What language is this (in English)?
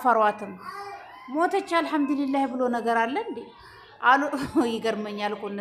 Amharic